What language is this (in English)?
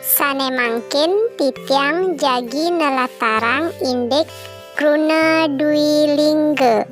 Balinese